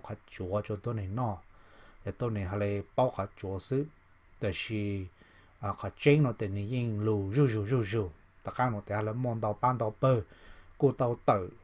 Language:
Hmong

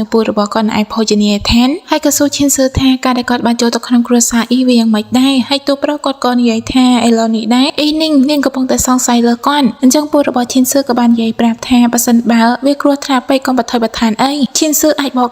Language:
Khmer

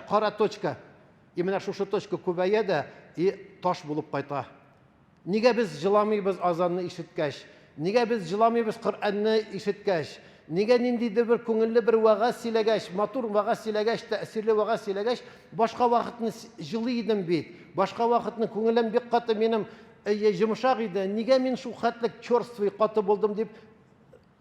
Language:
Tatar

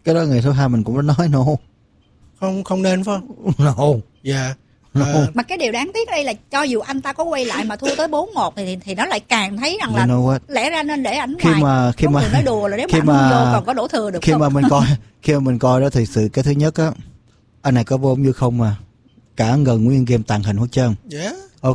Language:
Vietnamese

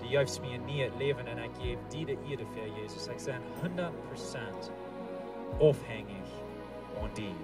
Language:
Plautdietsch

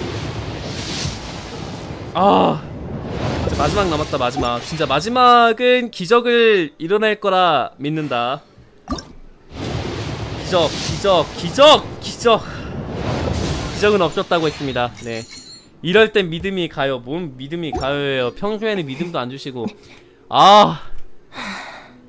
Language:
Korean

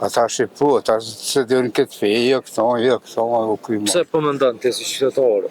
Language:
Albanian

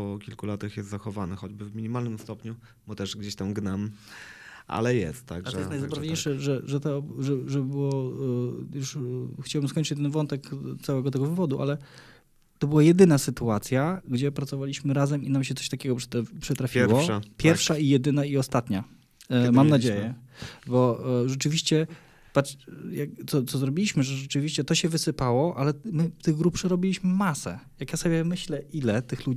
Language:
Polish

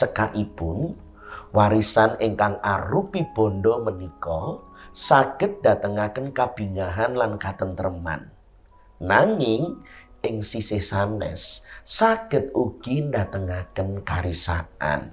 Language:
Javanese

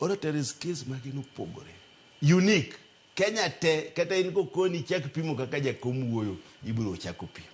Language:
Luo (Kenya and Tanzania)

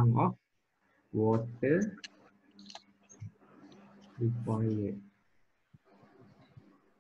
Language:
Malay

